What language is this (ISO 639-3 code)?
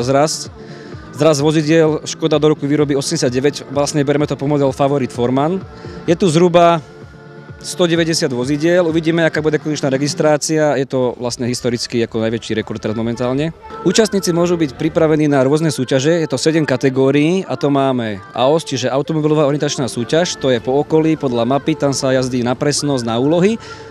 slk